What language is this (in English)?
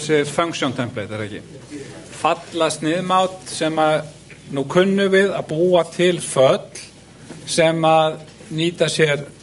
Icelandic